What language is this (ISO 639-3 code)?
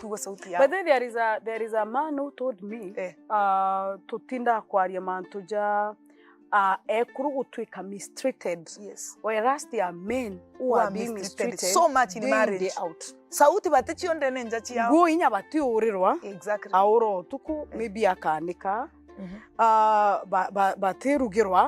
mer